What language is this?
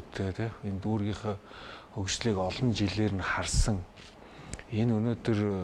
Mongolian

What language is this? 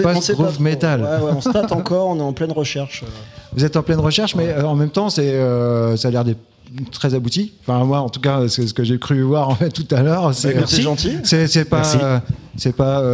French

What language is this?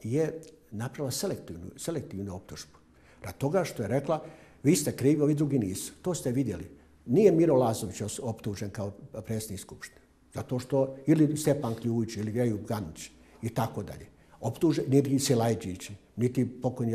Bosnian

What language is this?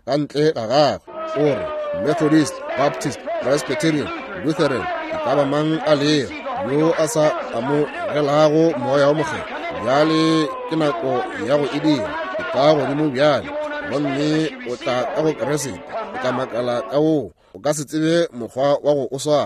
Northern Sotho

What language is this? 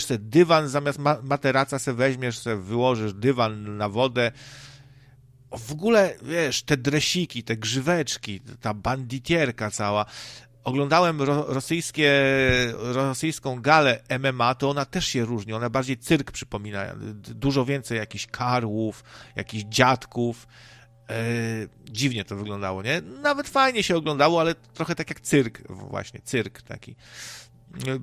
Polish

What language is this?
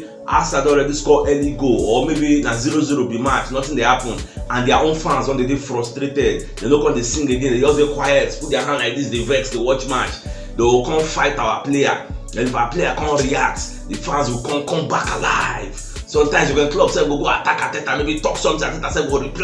Nigerian Pidgin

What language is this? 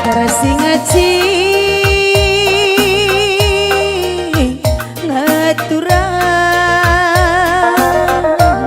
Batak Karo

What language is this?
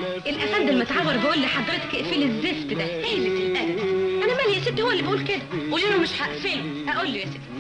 Egyptian Arabic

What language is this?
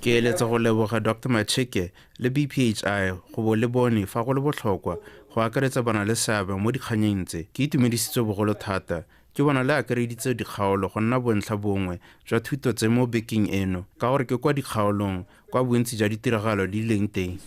Tswana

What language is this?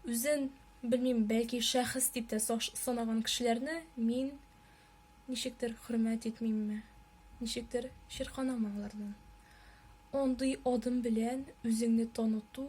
Tatar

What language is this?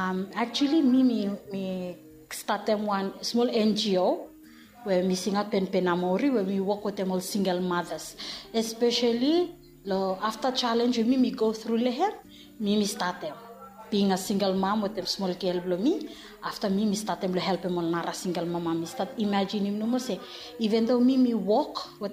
Bislama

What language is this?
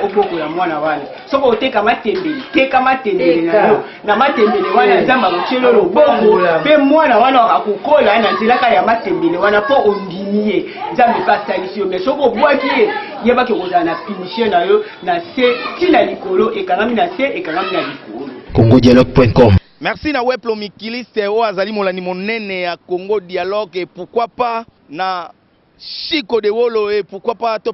Lingala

